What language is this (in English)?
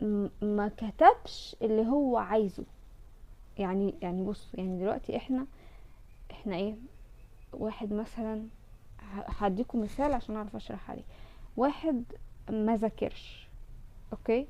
Egyptian Arabic